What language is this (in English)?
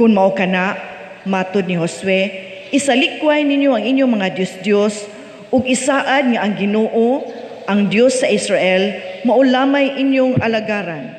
Cebuano